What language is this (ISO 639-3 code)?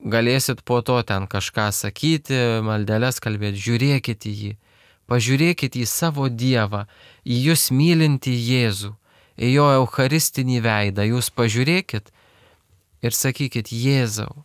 lit